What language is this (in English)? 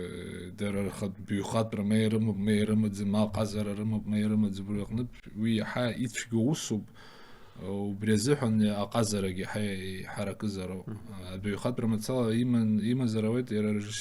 Abkhazian